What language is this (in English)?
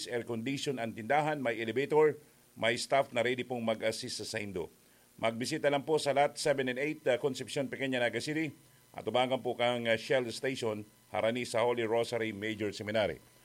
Bikol